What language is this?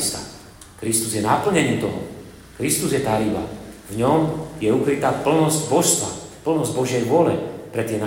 Slovak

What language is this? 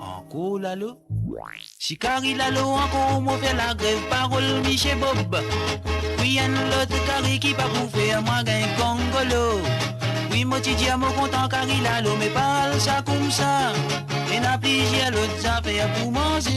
Morisyen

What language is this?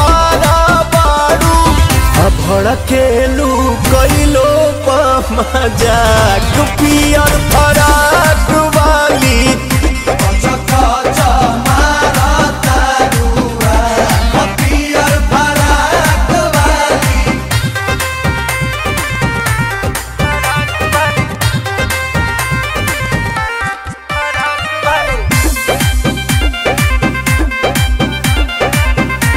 Bhojpuri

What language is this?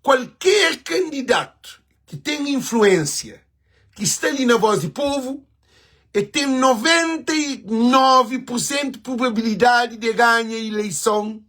Kabuverdianu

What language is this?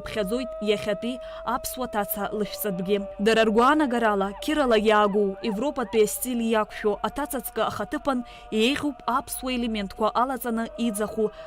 Abkhazian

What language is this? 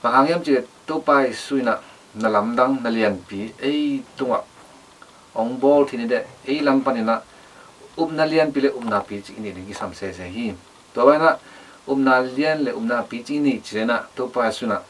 Tedim Chin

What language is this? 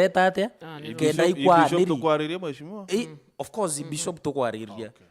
Meru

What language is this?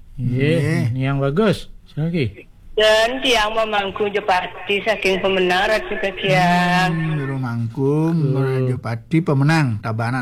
Balinese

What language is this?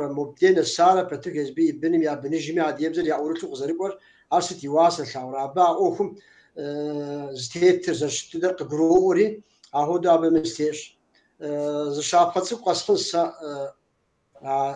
Kabardian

